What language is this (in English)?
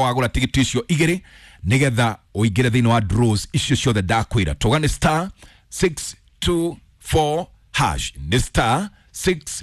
Kikuyu